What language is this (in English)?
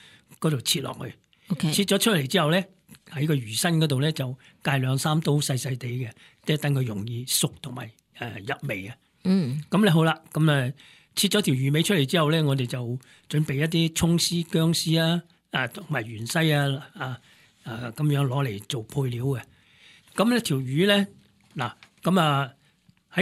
Cantonese